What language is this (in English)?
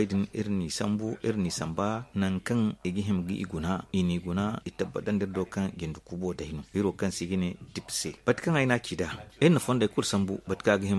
Zarma